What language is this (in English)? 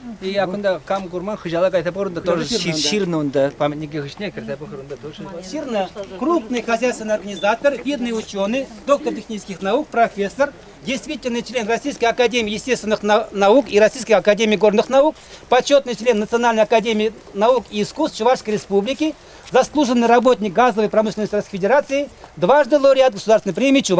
Chuvash